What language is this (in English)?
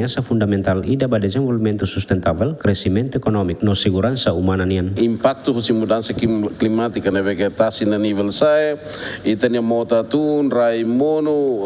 Tetum